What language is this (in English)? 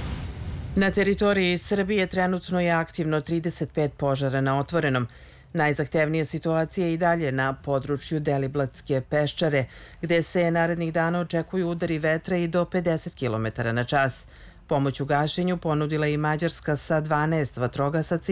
Serbian